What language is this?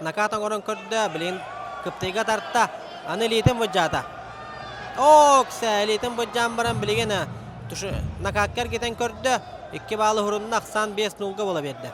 Yakut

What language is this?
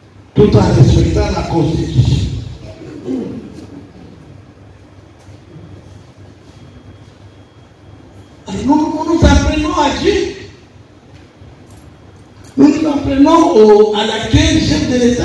French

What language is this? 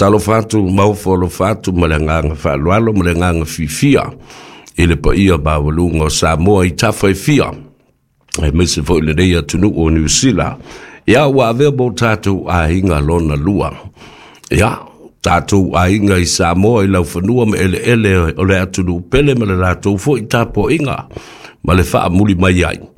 Samoan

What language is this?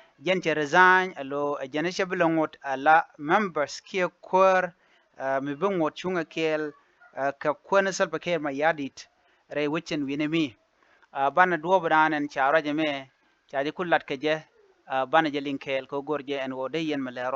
Nuer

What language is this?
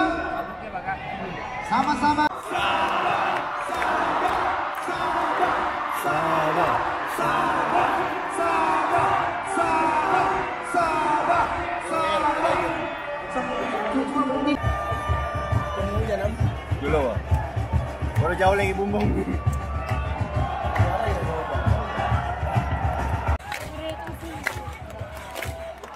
Malay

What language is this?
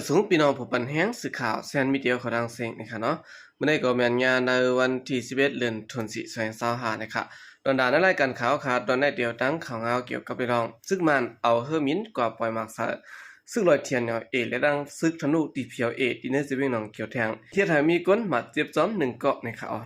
Shan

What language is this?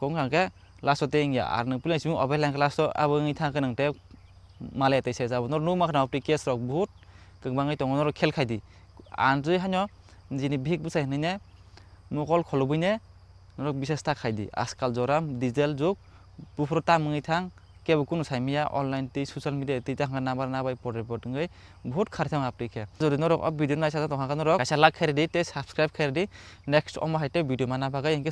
Kok Borok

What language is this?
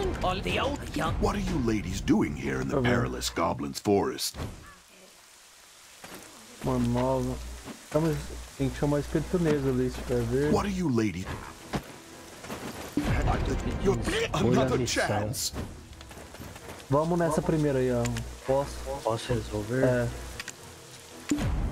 Portuguese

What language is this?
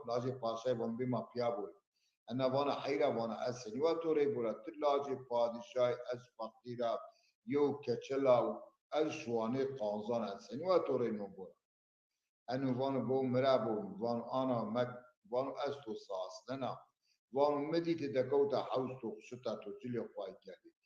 Zaza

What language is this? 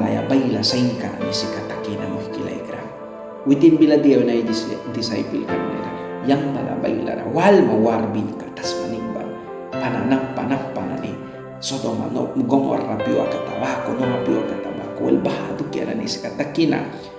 Mískito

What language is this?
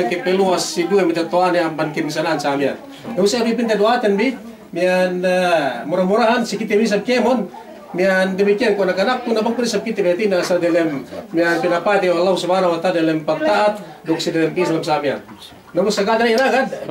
Yakan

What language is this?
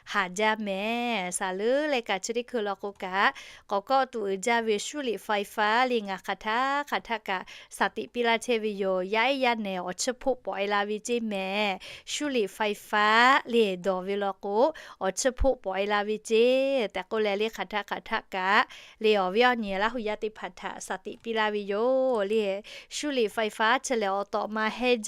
Lahu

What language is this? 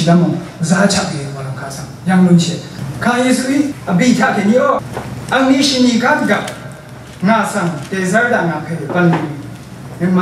Rawang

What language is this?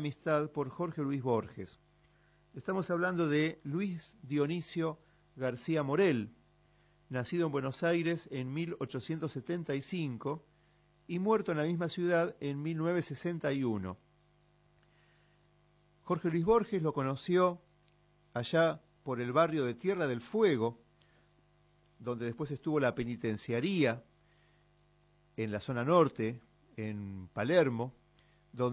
Spanish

